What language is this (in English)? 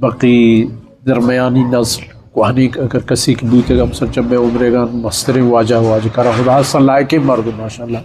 Eastern Balochi